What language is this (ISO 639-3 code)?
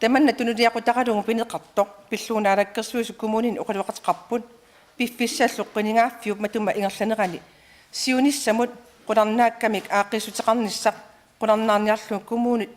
kal